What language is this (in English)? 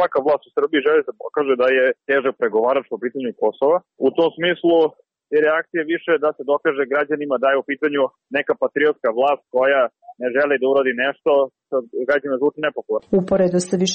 Serbian